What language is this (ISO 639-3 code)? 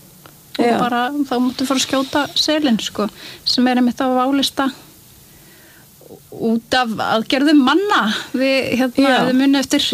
isl